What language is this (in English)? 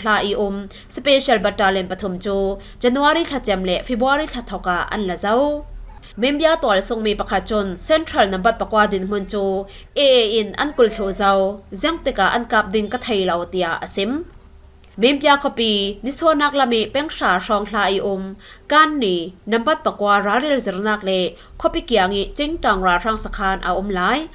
Falam Chin